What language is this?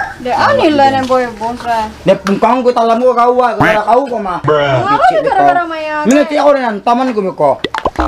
Minangkabau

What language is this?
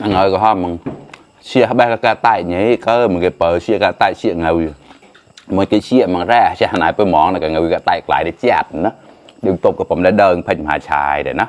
Mon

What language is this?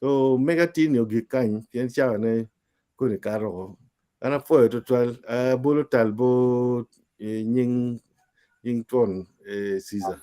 Acoli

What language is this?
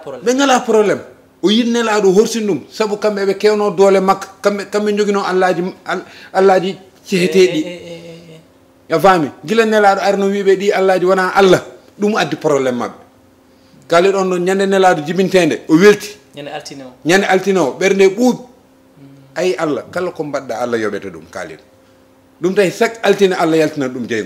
Fula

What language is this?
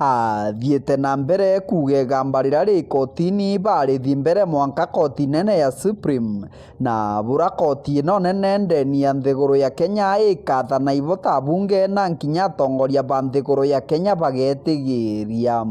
Meru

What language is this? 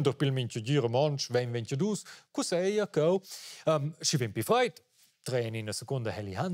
Romansh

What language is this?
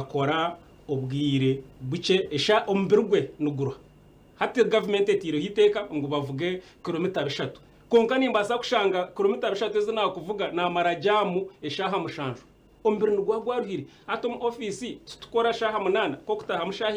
Nyankole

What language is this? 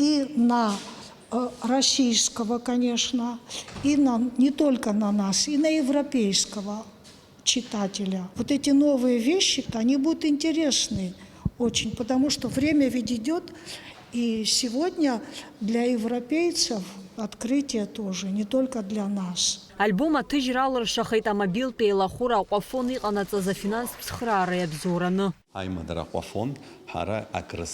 Abkhazian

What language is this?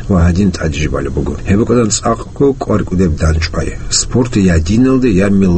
Avaric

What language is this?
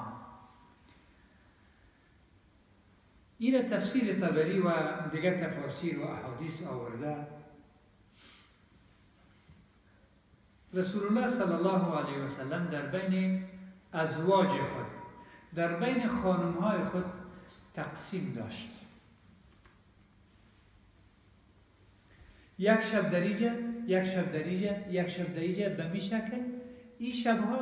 Persian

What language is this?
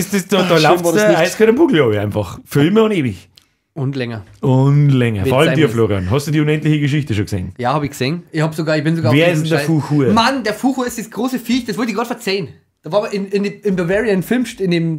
Bavarian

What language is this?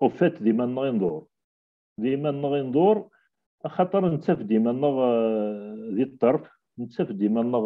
Kabyle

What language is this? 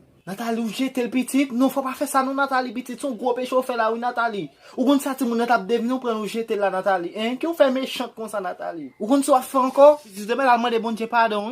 Haitian Creole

